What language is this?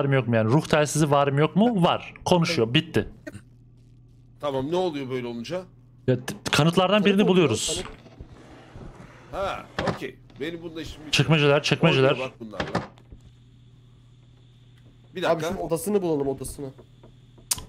Turkish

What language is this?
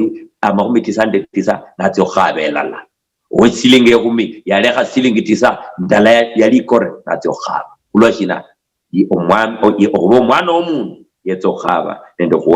Luyia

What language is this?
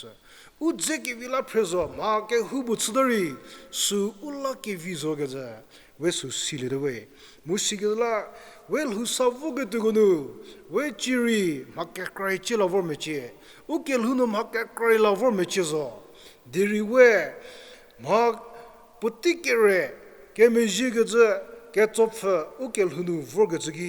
Angami Naga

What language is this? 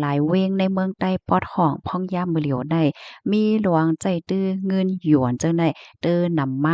Shan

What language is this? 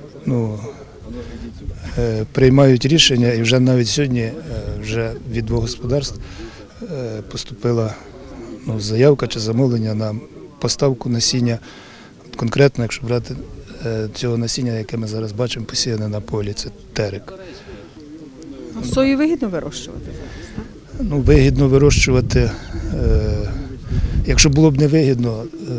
Ukrainian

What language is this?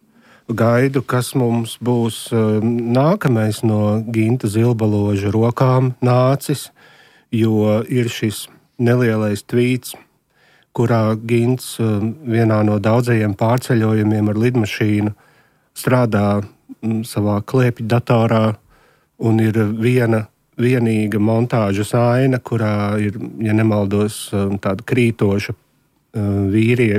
Latvian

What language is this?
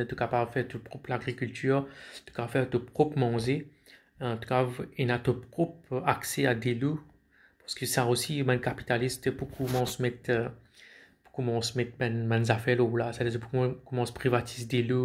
Morisyen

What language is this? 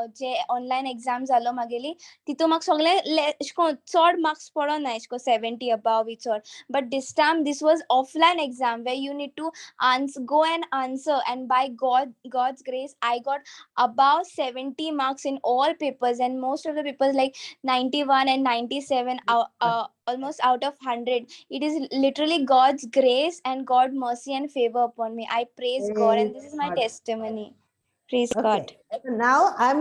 Konkani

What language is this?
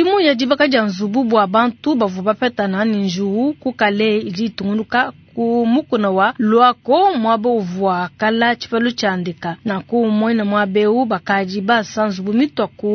Luba-Lulua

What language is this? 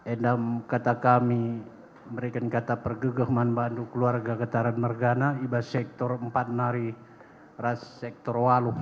Batak Karo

